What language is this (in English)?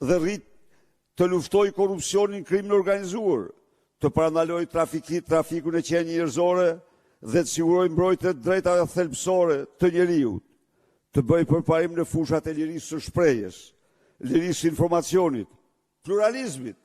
Albanian